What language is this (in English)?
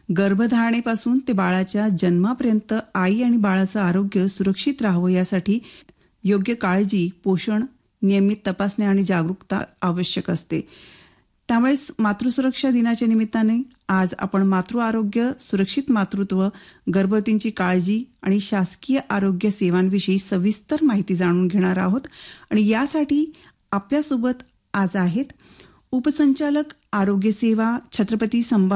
Marathi